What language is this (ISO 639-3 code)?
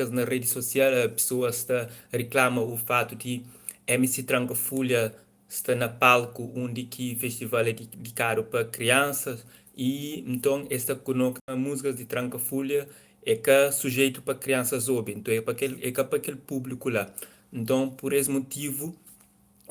kea